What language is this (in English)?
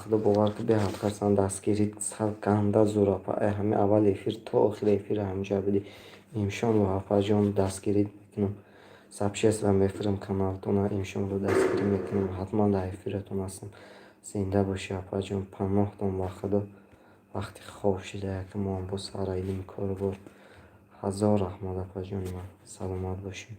Tajik